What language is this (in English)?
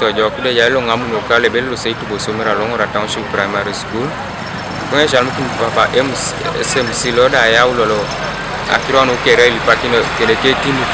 Teso